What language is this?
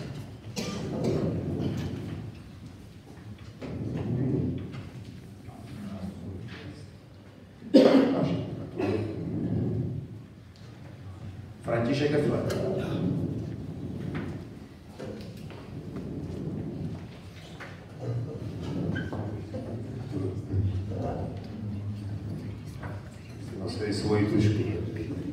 Czech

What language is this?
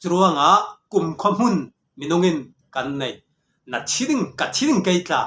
Falam Chin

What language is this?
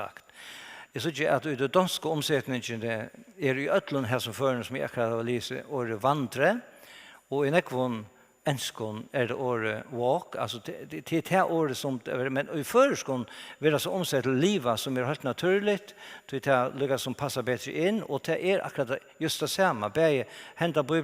Faroese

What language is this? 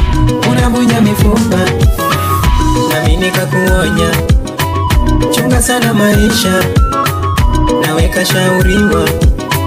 Swahili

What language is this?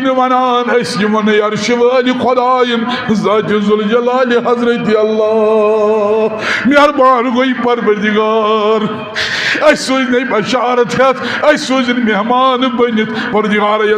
Kashmiri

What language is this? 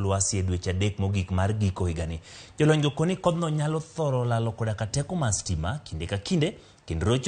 Luo (Kenya and Tanzania)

